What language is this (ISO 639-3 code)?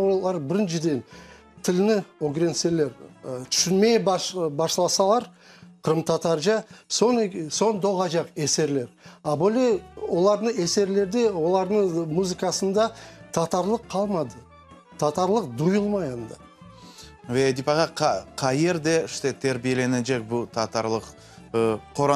crh